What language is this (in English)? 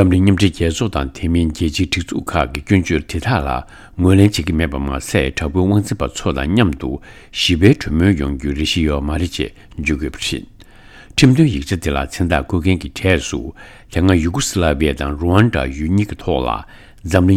Tibetan